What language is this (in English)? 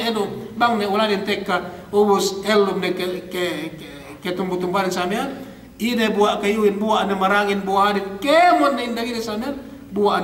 Yakan